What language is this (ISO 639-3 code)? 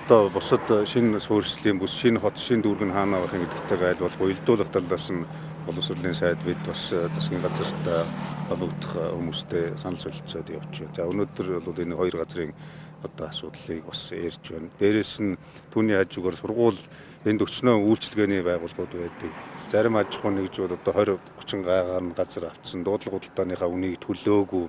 mon